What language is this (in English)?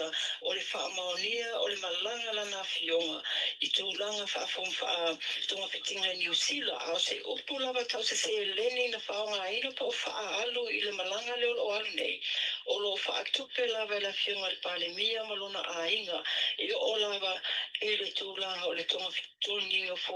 Samoan